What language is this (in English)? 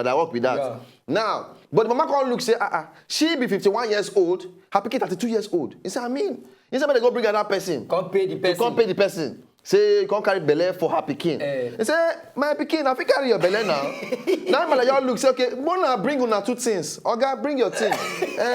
Nigerian Pidgin